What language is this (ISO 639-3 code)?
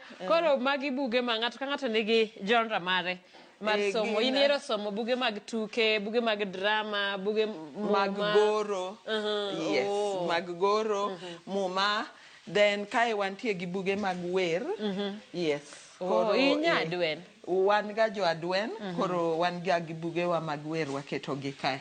luo